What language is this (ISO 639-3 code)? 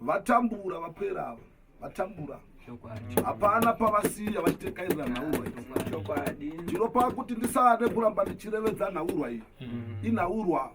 sna